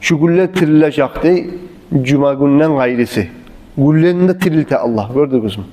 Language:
Kumyk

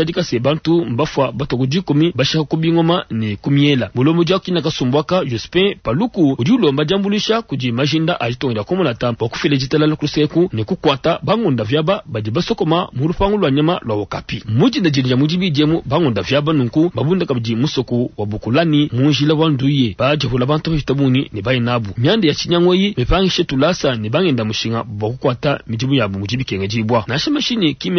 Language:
Luba-Lulua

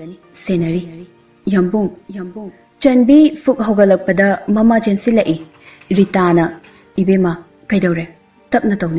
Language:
Manipuri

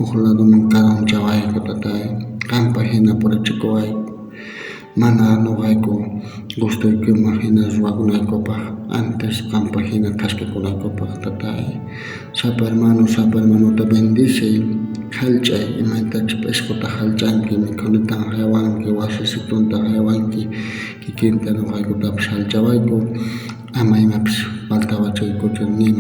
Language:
South Bolivian Quechua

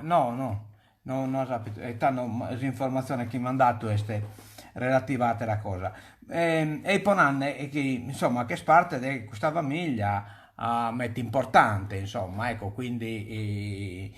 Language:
Sardinian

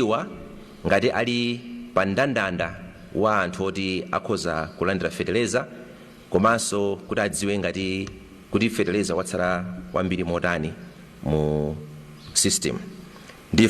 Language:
Nyanja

